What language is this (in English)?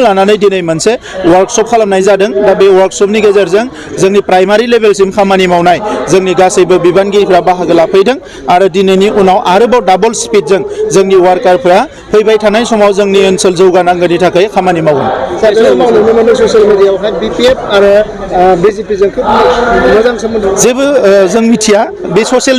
Bodo